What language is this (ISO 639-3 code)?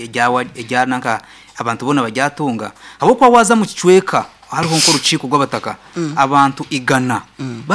nyn